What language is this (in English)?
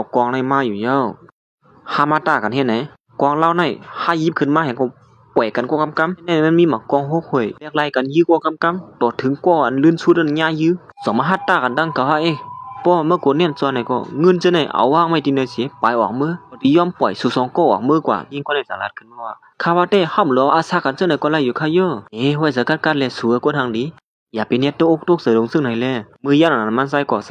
Shan